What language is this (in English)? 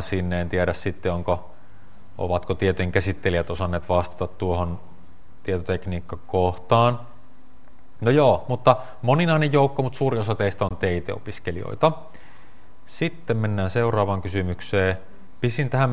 Finnish